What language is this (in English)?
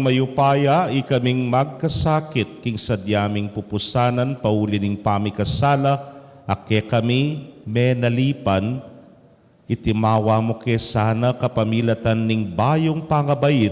Pampanga